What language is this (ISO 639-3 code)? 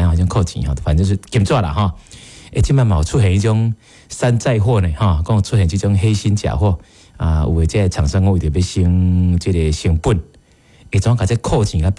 nan